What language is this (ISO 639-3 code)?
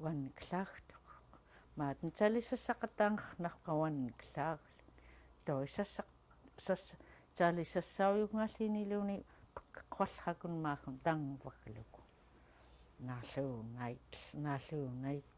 esu